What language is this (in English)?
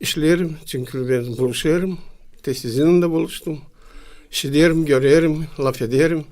Gagauz